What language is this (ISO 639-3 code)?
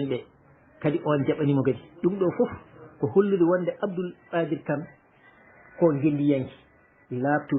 ful